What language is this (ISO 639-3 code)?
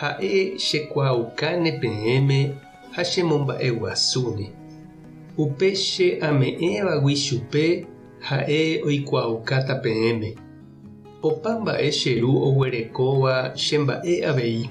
grn